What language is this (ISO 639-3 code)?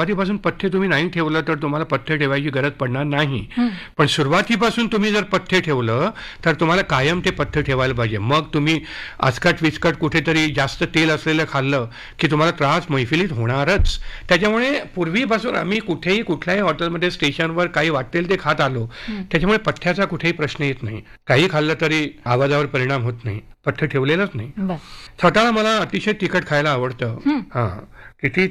mar